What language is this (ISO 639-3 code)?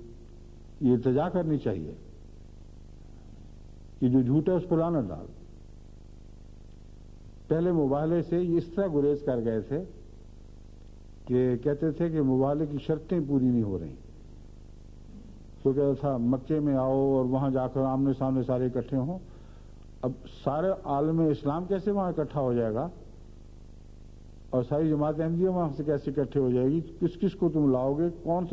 urd